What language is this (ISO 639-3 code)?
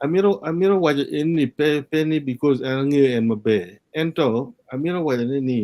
ach